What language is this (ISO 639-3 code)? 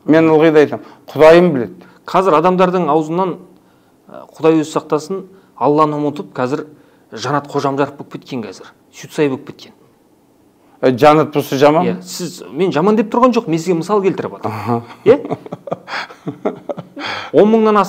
kaz